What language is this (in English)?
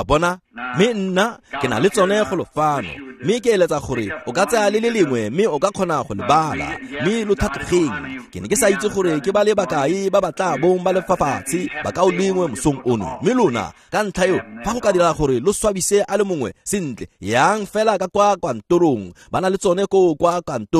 Tswana